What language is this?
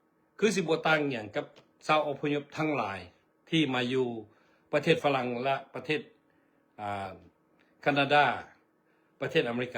Lao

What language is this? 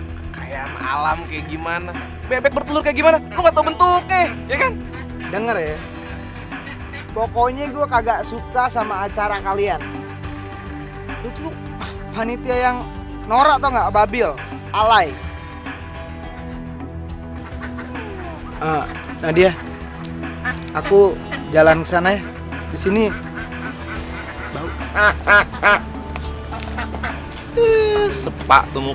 Indonesian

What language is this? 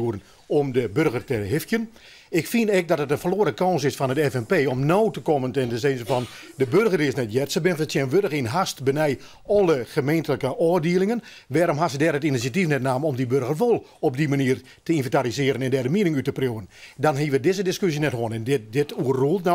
Western Frisian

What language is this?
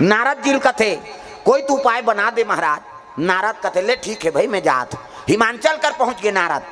Chhattisgarhi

